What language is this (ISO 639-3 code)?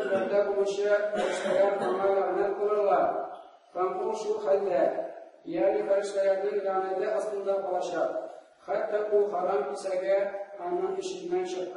tat